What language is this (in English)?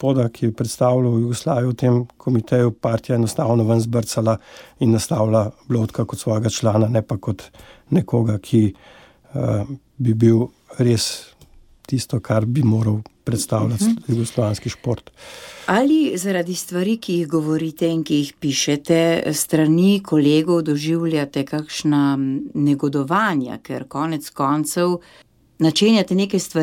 Slovenian